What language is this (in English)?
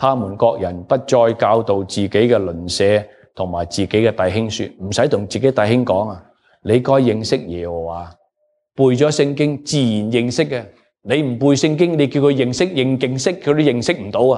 Cantonese